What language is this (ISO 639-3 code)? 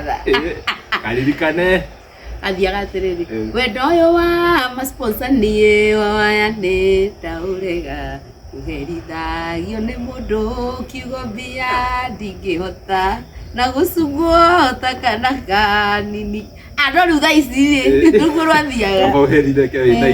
kik